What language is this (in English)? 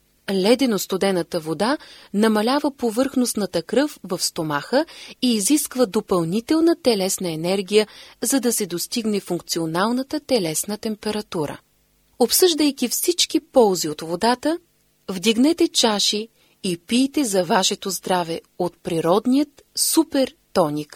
Bulgarian